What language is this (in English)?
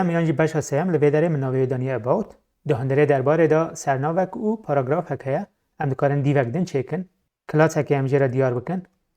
Kurdish